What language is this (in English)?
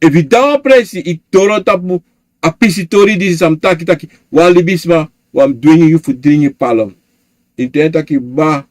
Sranan Tongo